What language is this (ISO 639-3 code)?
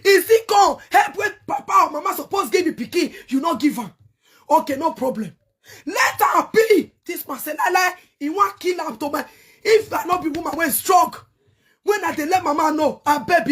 pcm